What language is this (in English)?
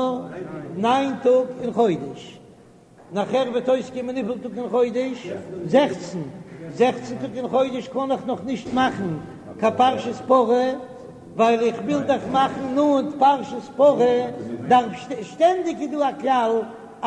Yiddish